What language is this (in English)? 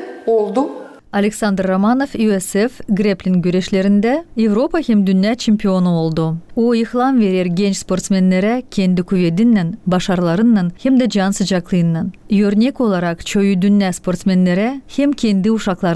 Gagauz